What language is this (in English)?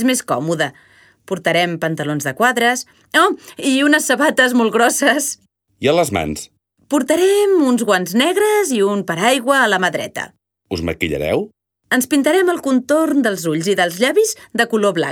Catalan